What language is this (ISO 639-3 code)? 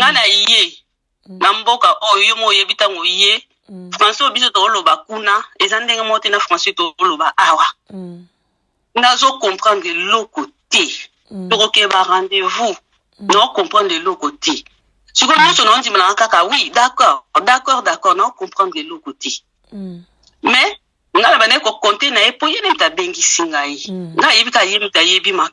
lin